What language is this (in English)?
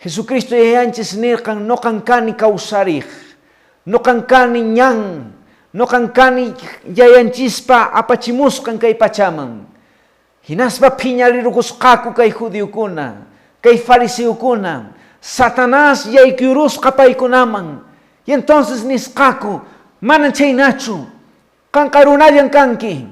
Quechua